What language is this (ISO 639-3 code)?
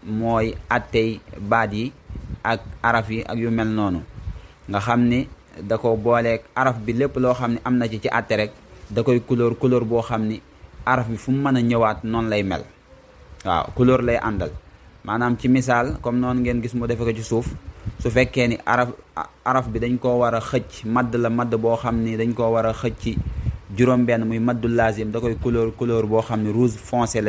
wol